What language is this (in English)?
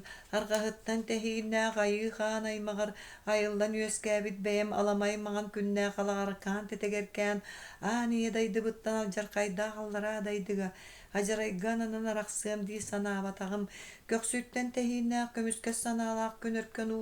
Yakut